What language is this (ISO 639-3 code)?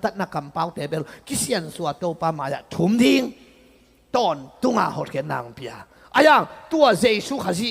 ctd